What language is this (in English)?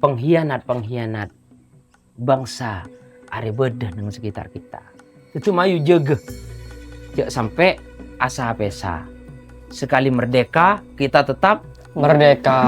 Madurese